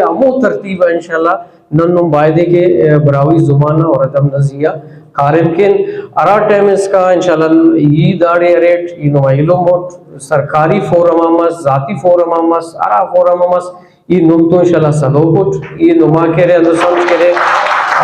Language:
Brahui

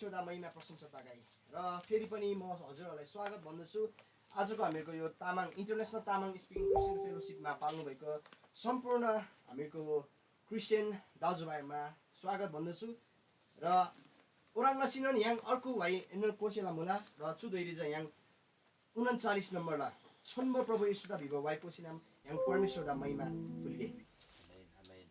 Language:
Eastern Tamang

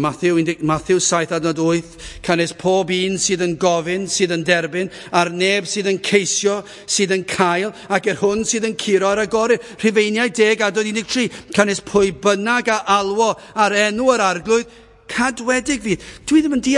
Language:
Welsh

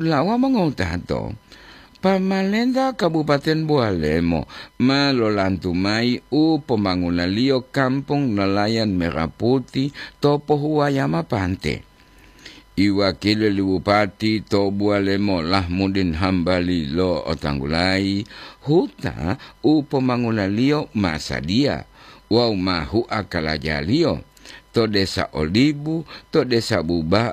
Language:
Gorontalo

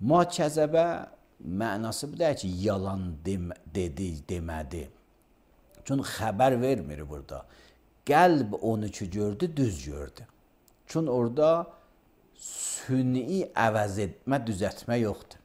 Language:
Azerbaijani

